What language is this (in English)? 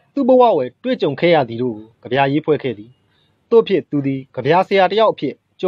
Burmese